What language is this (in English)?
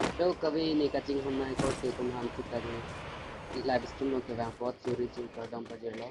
Karbi